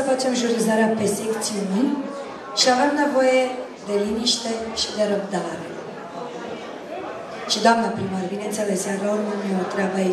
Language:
Romanian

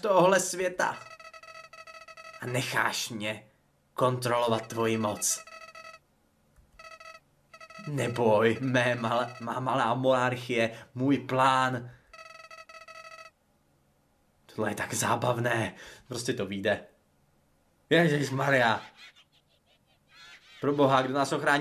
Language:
Czech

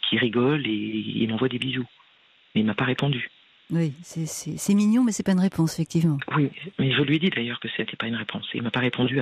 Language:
French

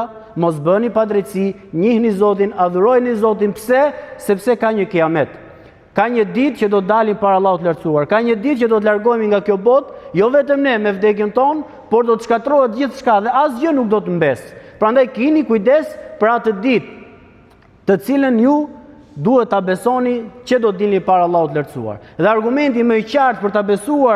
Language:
Albanian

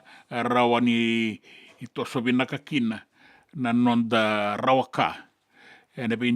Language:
Fijian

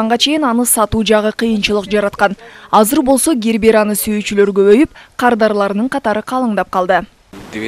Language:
Kyrgyz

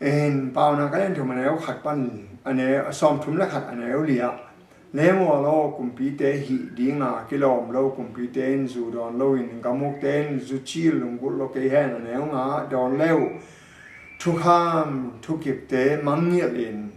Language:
Tedim Chin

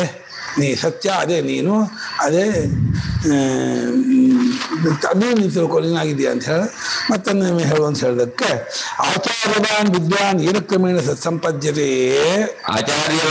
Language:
Kannada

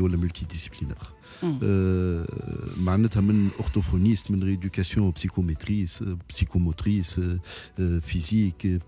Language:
Tunisian Arabic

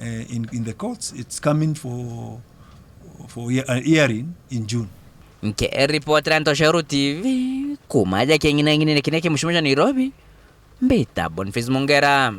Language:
Meru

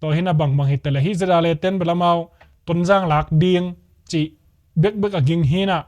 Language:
Tedim Chin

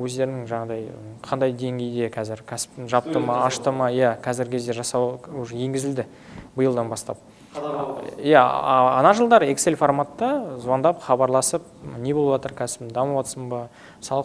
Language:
Kazakh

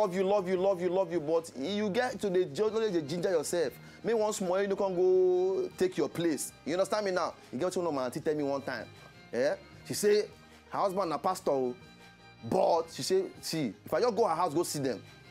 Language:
Nigerian Pidgin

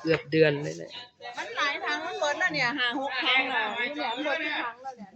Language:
Northeastern Thai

